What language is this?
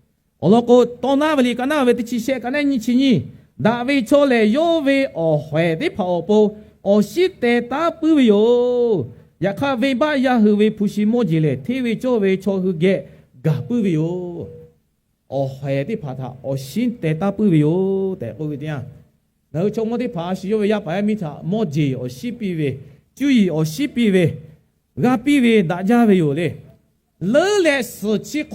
Lahu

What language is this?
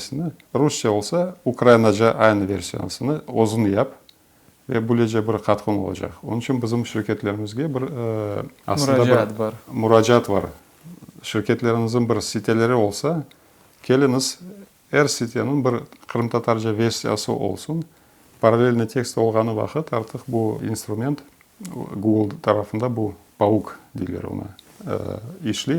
Crimean Tatar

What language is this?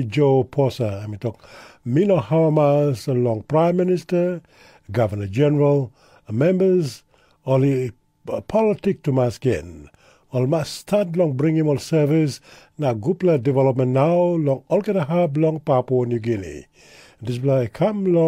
Tok Pisin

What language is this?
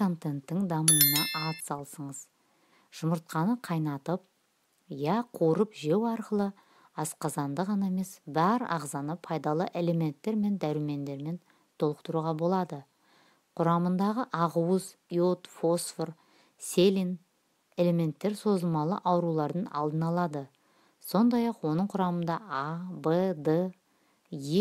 Kazakh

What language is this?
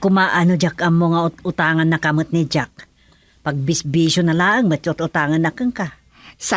Iloko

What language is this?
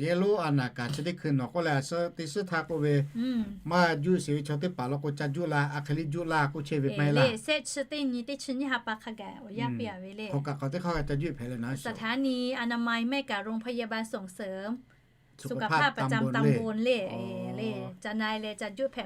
Lahu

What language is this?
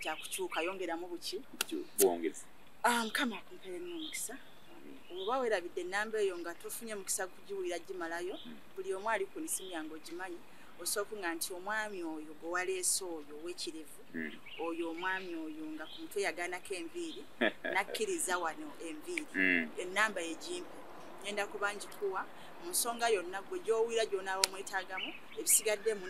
Ganda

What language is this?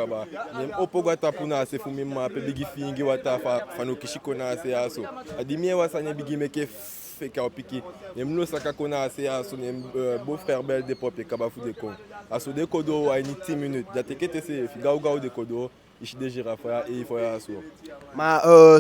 Eastern Maroon Creole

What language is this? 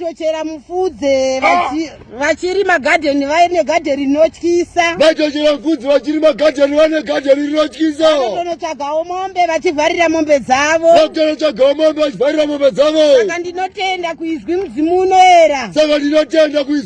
Shona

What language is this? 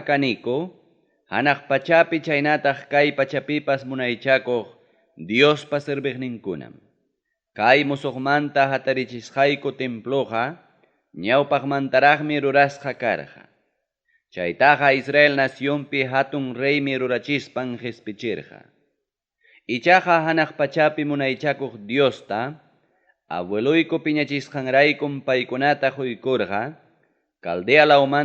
Ayacucho Quechua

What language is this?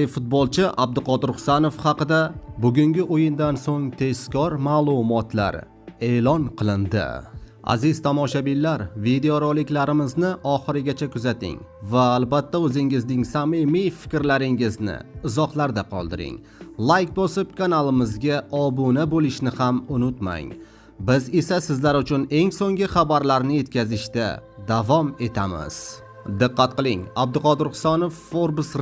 Uzbek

